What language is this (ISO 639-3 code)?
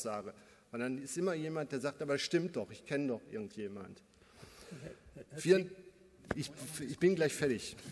deu